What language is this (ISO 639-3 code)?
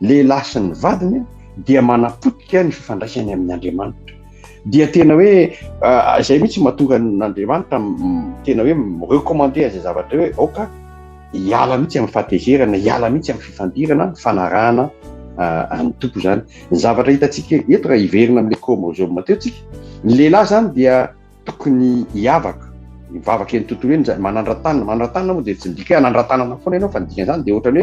mlg